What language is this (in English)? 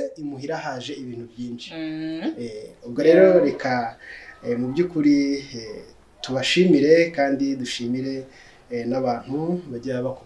Kinyarwanda